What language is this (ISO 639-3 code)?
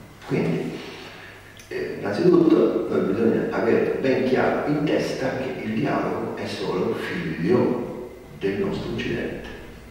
ita